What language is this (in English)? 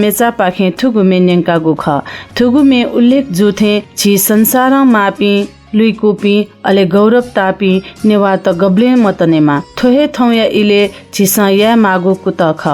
Newari